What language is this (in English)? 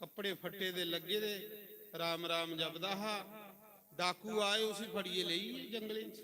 Dogri